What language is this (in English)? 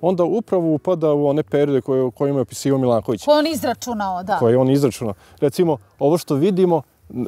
Serbian